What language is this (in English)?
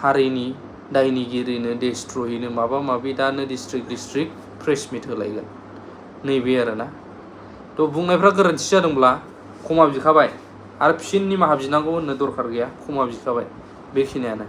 Bodo